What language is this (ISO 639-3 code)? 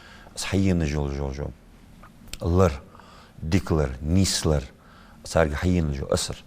inh